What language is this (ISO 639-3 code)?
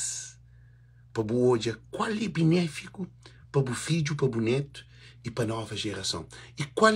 kea